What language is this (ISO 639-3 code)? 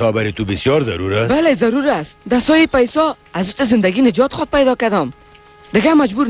tgk